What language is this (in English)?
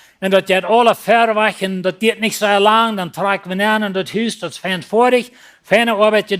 Plautdietsch